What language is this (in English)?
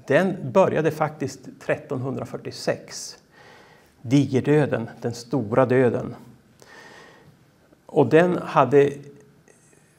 Swedish